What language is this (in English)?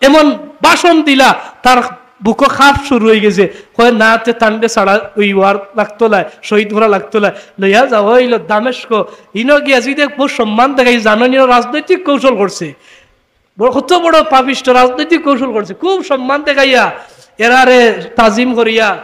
Sylheti